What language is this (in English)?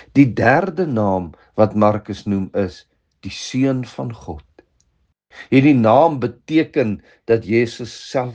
Afrikaans